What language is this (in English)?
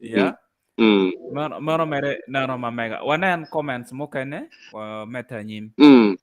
Acoli